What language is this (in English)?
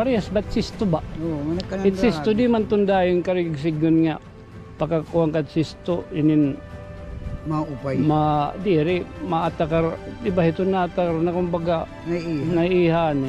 Waray